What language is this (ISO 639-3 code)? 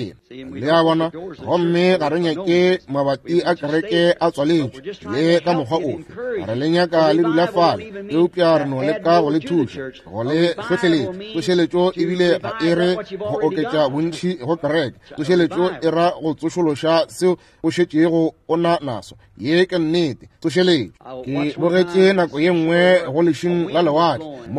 nso